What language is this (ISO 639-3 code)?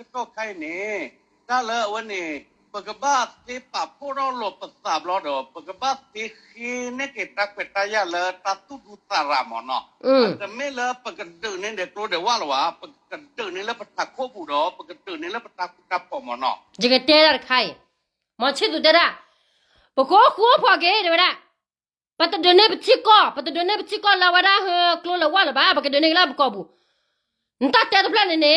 ksw